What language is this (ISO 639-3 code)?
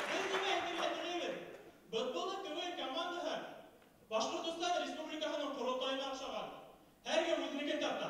bak